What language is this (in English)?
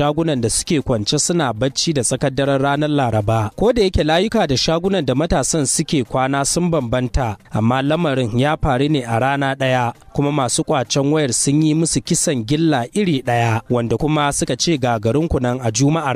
Hausa